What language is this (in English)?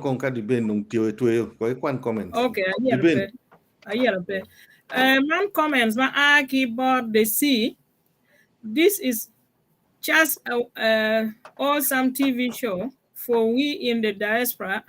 Acoli